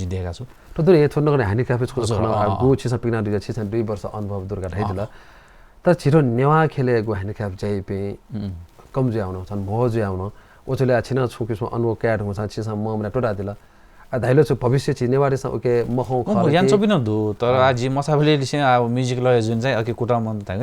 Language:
Newari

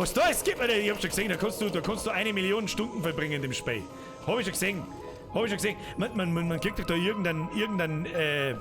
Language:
Bavarian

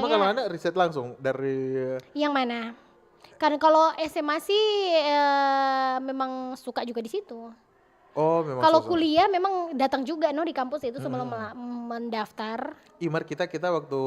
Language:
Manado Malay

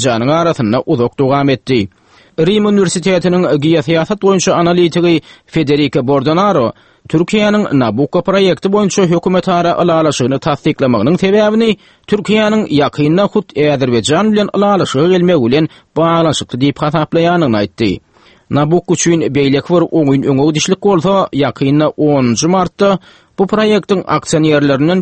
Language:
Turkmen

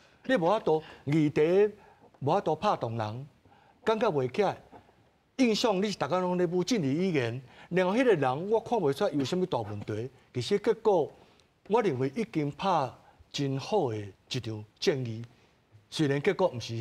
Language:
Min Nan Chinese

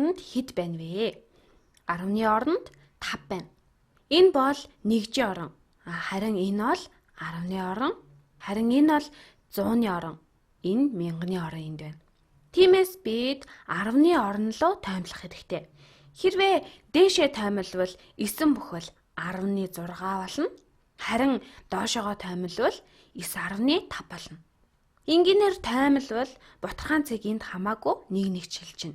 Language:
Mongolian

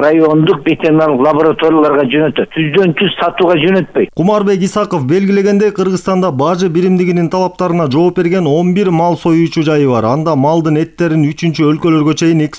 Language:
Kyrgyz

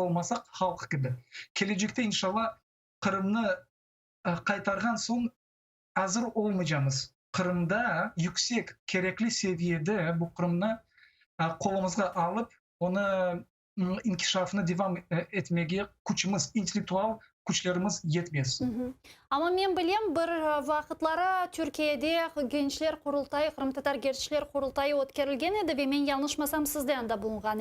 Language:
Crimean Tatar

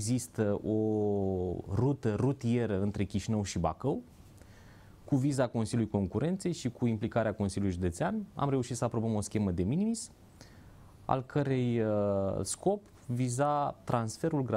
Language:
Romanian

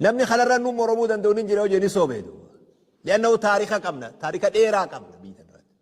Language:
Oromo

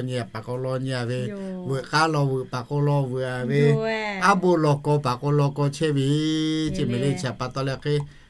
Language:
Lahu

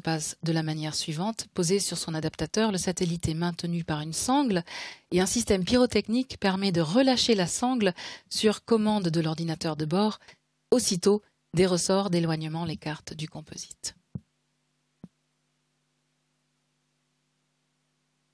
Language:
French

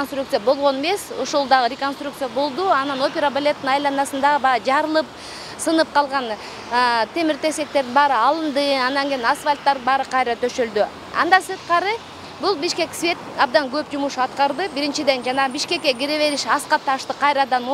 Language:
Kyrgyz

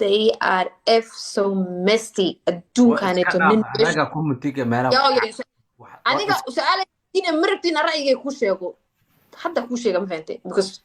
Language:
Somali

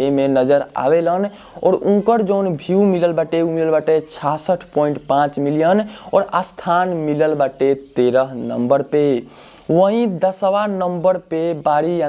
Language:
Bhojpuri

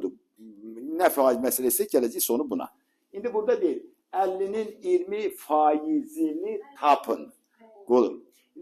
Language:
Azerbaijani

